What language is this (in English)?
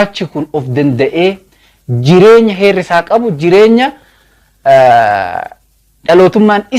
Oromo